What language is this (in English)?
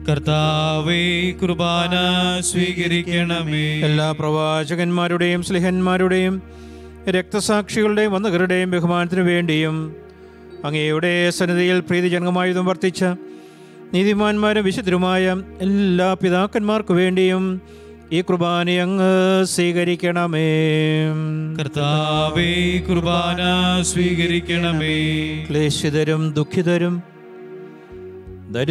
Malayalam